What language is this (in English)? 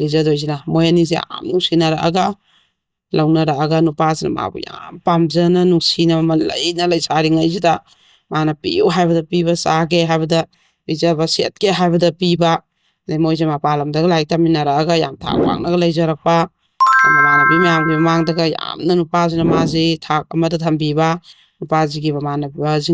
Manipuri